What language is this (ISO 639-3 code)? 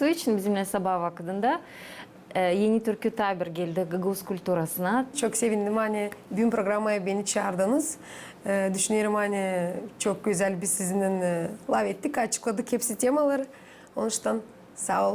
gag